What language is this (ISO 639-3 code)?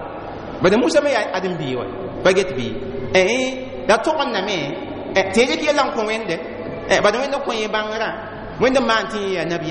mos